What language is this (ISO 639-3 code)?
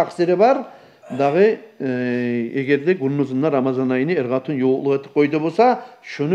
kum